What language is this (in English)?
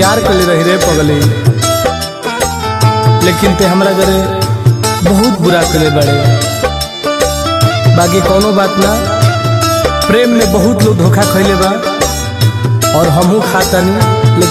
Bhojpuri